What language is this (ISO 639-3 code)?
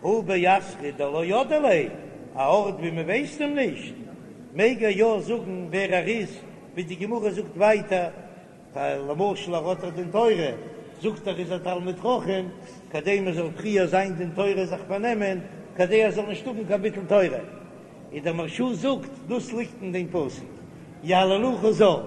yid